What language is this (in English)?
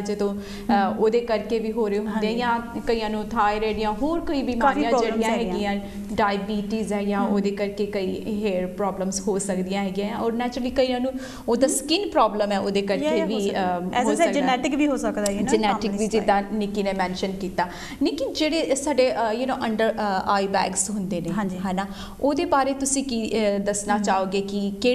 Punjabi